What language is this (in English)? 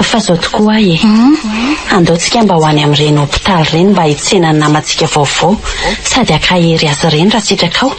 Malagasy